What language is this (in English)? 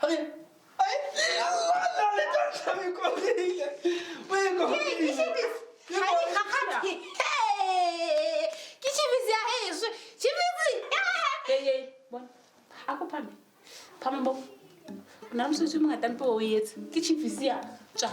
Southern Sotho